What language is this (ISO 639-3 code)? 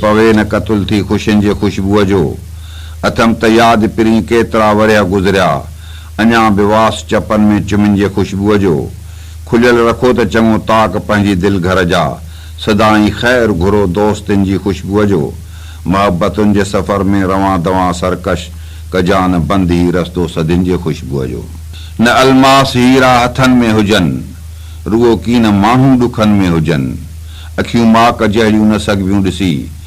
snd